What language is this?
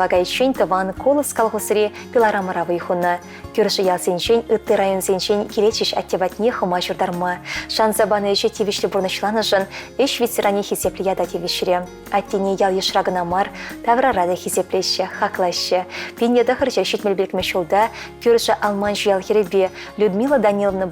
Chuvash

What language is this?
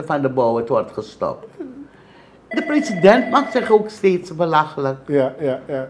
Dutch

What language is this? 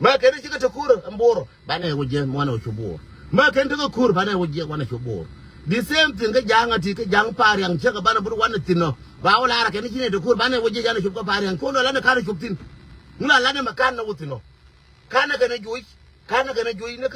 Nuer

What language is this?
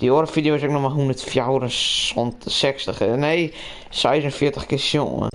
Western Frisian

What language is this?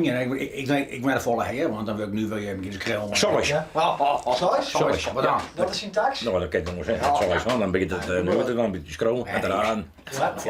Western Frisian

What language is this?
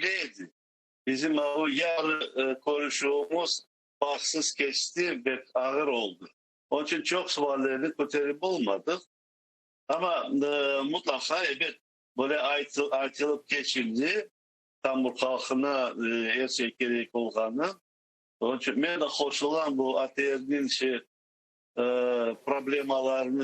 Crimean Tatar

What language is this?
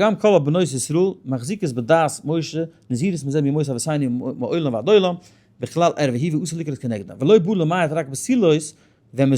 Yiddish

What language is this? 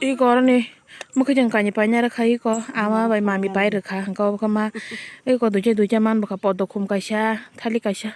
Kok Borok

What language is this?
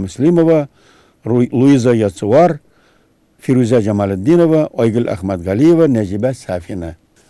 Tatar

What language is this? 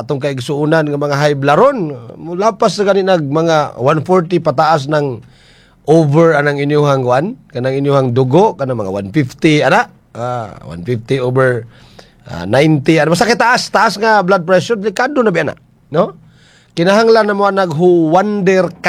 Cebuano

